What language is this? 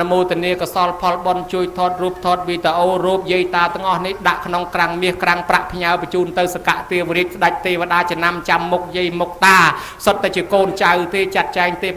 Khmer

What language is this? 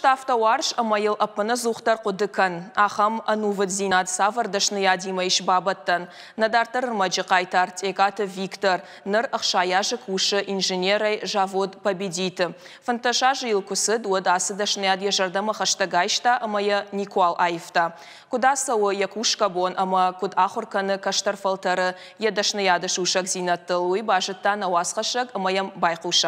Ossetic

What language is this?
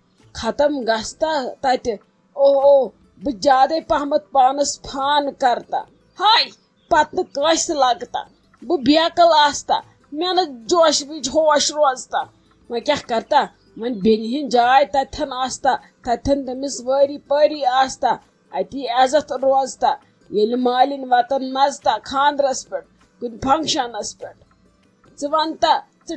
Kashmiri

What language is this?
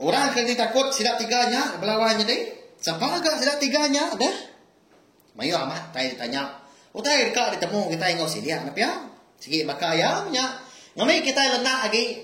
Iban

